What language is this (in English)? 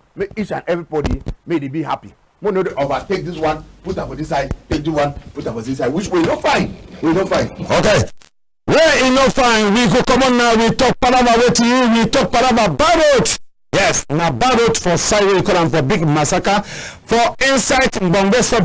Cameroon Pidgin